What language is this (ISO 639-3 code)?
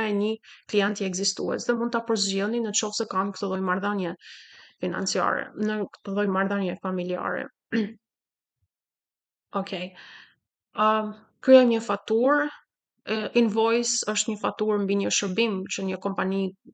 sqi